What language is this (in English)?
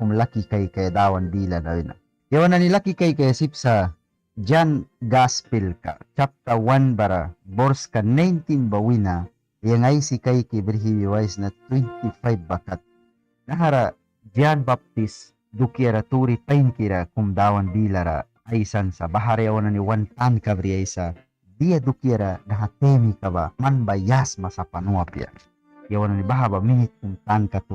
Mískito